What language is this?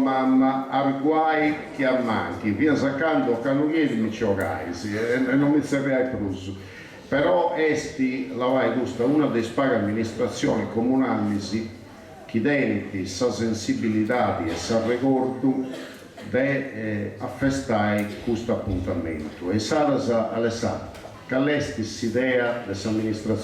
Sardinian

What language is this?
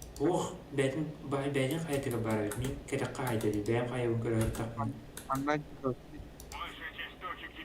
Yakut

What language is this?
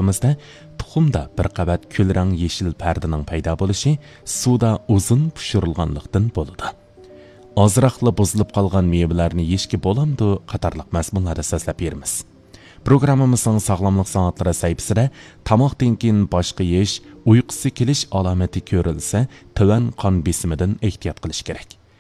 Uyghur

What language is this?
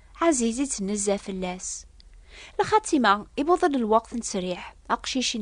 Kabyle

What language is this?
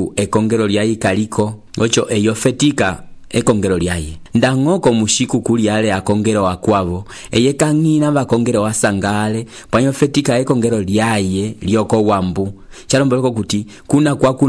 Umbundu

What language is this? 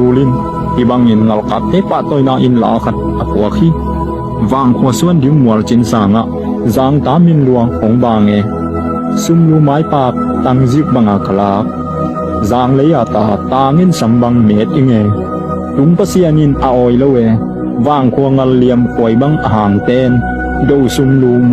Tedim Chin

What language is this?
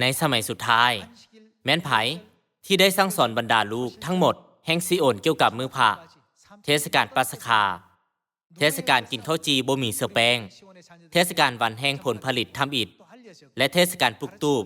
Lao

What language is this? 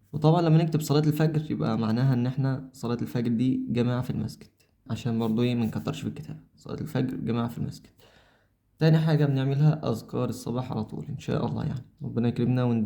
Egyptian Arabic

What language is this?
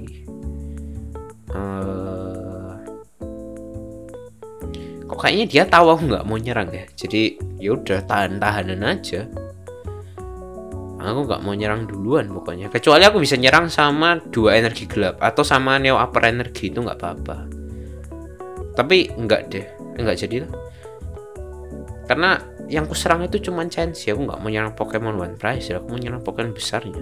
Indonesian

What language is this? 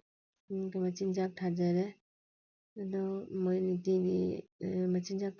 Manipuri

